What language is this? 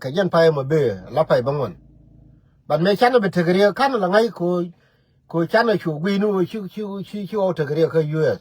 Nuer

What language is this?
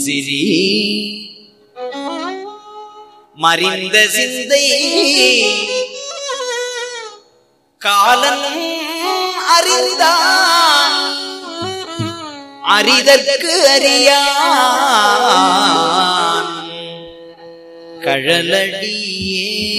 Tamil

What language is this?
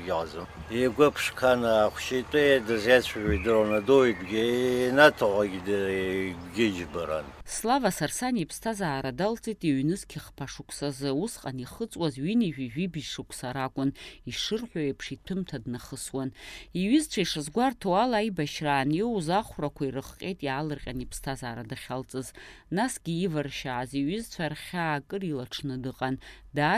Abkhazian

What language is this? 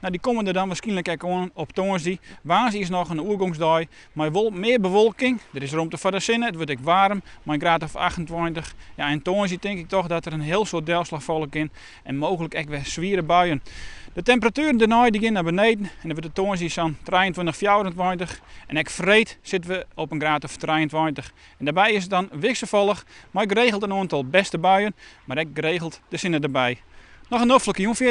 Western Frisian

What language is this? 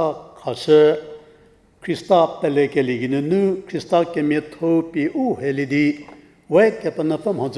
Angami Naga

